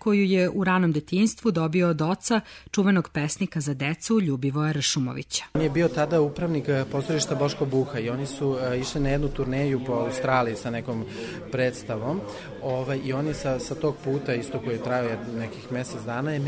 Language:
Serbian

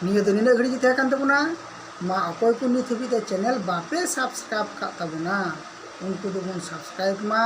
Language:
Santali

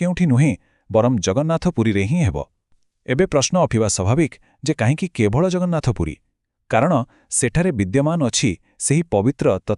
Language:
Odia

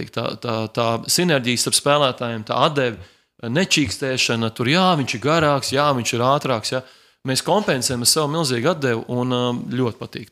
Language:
Latvian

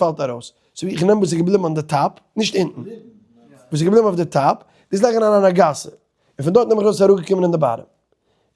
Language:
Yiddish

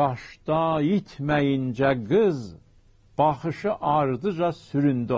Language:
South Azerbaijani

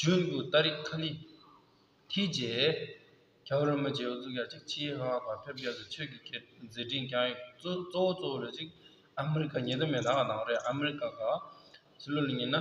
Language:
Tibetan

